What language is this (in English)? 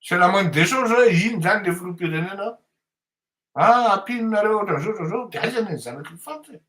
Malagasy